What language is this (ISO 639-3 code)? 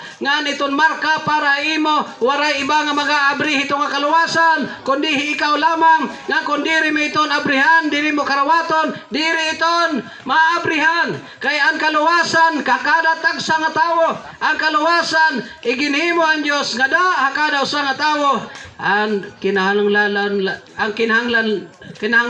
war